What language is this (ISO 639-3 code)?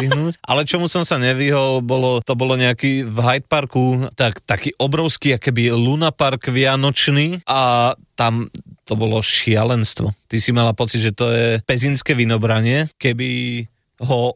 slk